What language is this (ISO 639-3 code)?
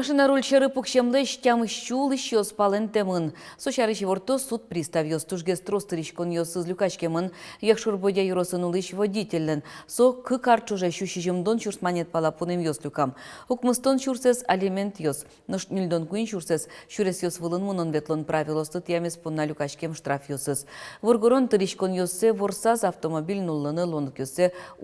udm